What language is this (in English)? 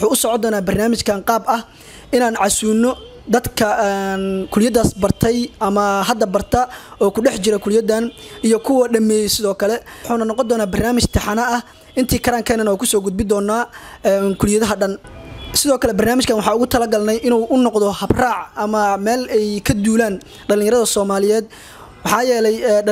Somali